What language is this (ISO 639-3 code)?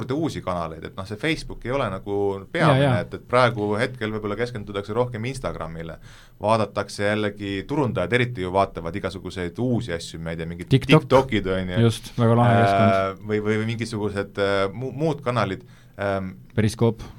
est